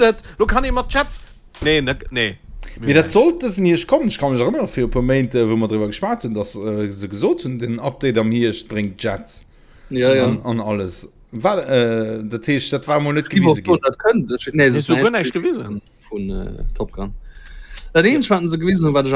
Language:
Luxembourgish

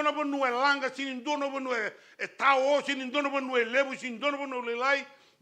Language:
Fijian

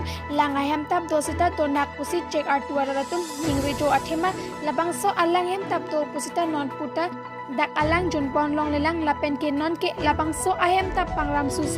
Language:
Karbi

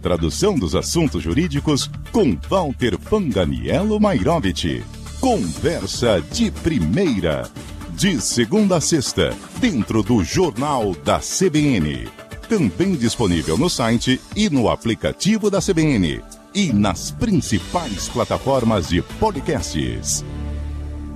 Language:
Portuguese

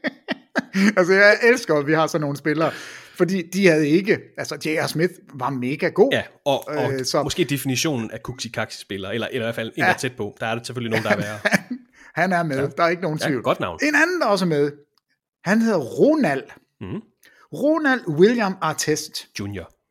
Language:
Danish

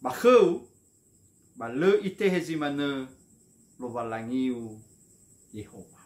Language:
Nias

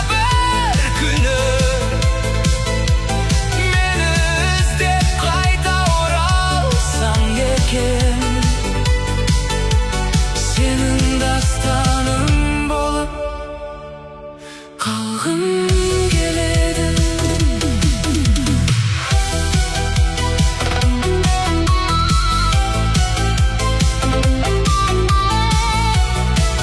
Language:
Kazakh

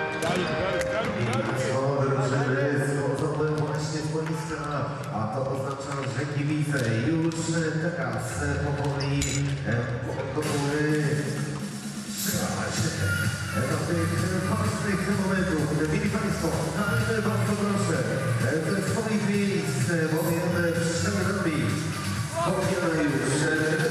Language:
Polish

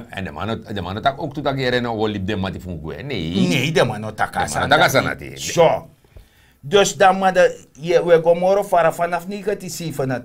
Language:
Sranan Tongo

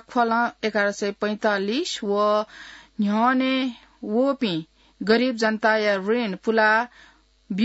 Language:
Newari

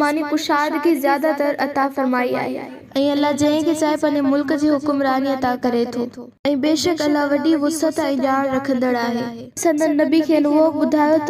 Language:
Sindhi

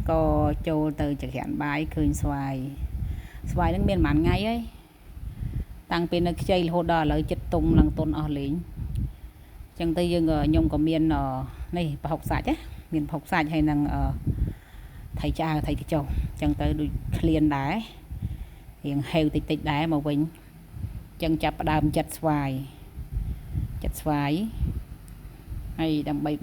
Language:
Khmer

